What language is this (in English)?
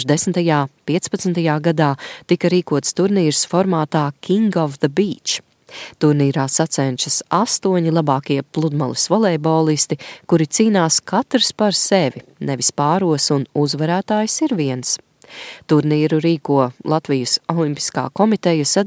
Latvian